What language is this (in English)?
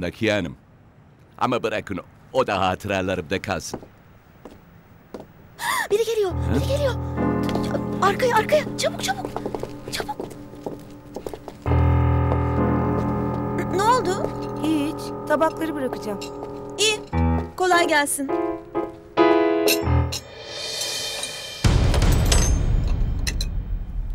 Turkish